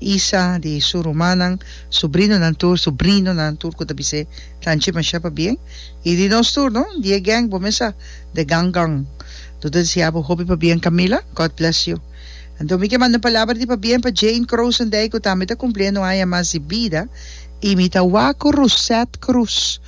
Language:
Papiamento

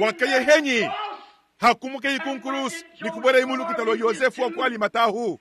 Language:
Luba-Lulua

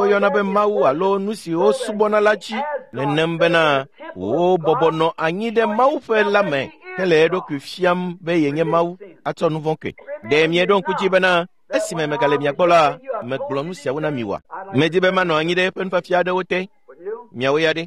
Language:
Ewe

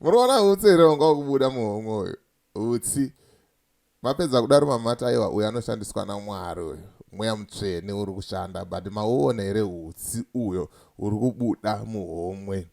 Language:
Shona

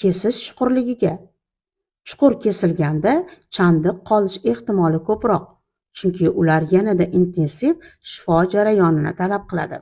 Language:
Uzbek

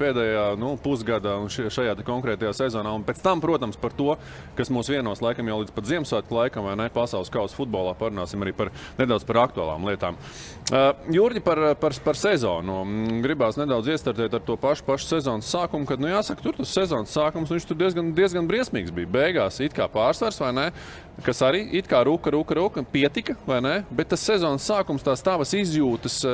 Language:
Latvian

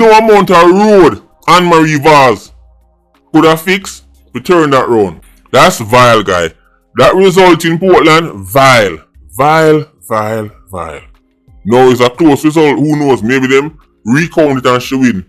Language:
Jamaican Creole English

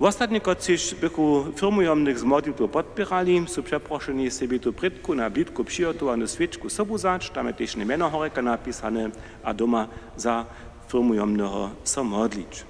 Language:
Upper Sorbian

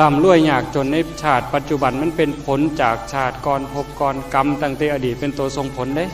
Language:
Northeastern Thai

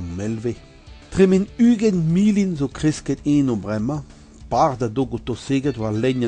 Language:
Breton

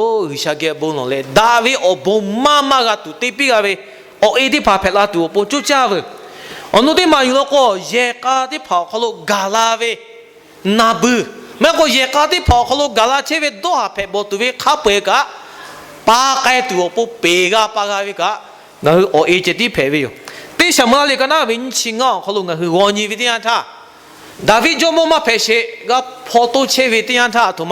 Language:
Lahu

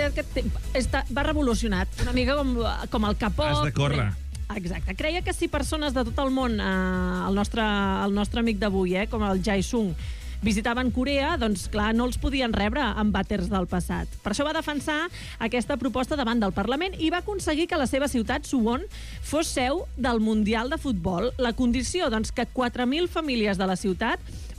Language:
Catalan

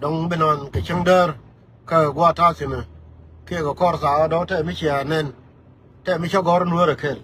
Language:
Nuer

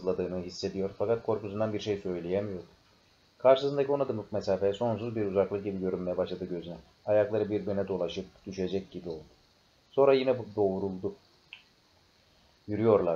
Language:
Turkish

